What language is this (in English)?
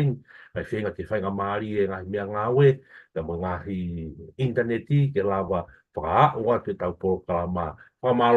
Tongan